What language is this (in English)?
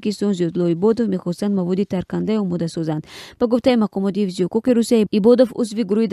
Tajik